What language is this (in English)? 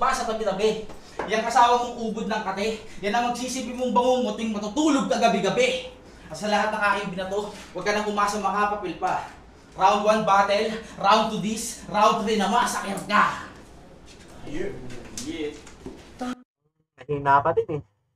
Filipino